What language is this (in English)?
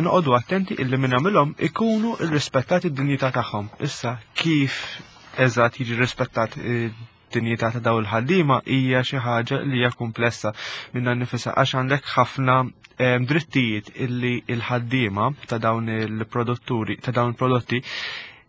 Maltese